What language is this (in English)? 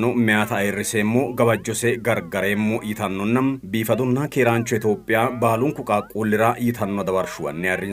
Sidamo